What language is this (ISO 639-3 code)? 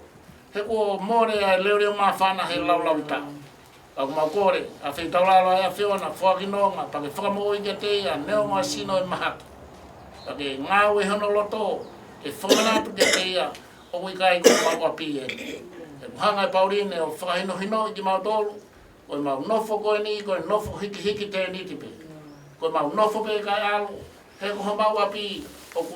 ton